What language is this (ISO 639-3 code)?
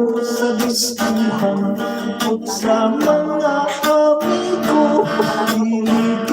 hil